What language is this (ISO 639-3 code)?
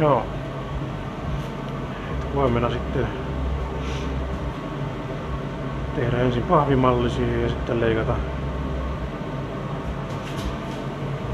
fin